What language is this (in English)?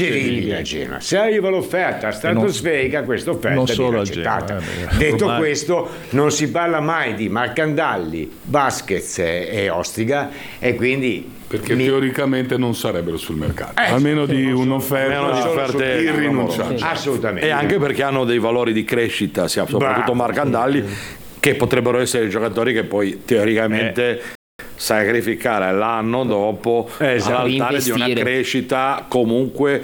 Italian